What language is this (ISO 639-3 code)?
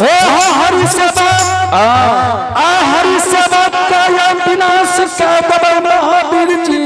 anp